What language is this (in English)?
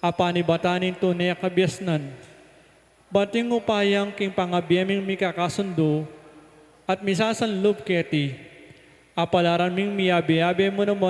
Pampanga